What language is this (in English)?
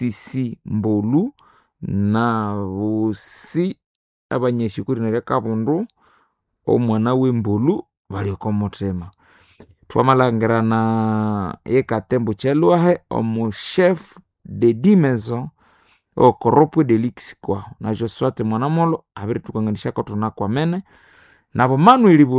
Nande